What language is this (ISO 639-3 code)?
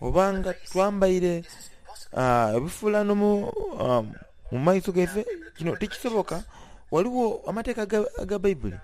xog